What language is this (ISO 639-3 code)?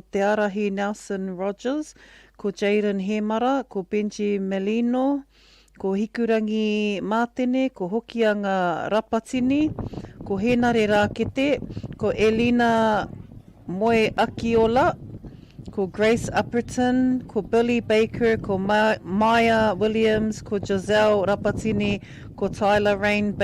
mri